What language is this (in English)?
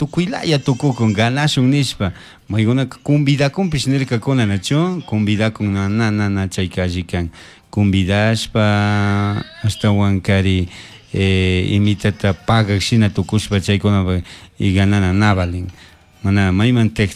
Chimborazo Highland Quichua